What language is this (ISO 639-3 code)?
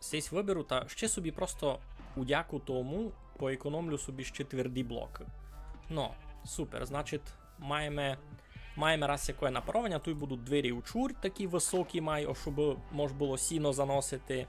rue